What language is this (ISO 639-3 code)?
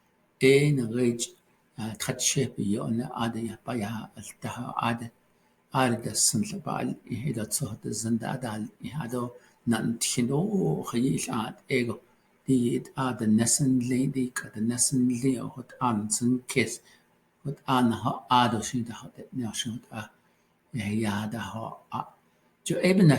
nav